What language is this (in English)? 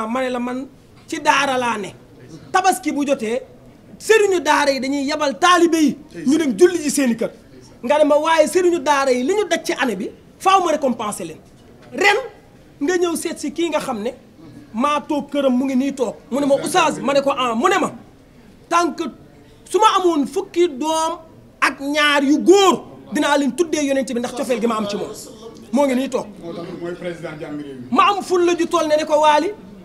Wolof